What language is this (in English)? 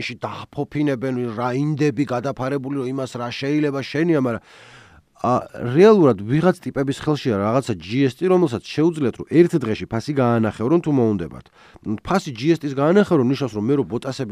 Georgian